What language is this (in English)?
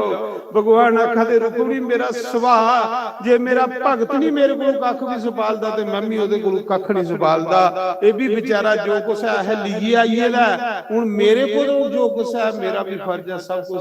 Dogri